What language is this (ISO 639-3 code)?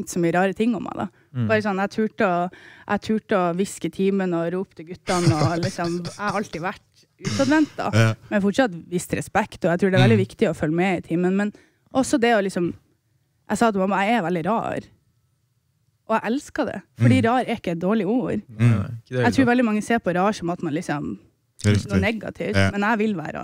nor